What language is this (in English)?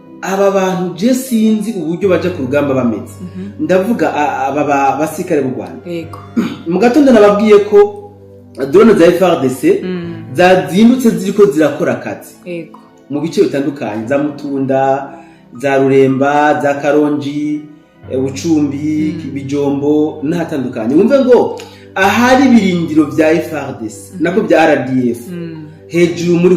Rundi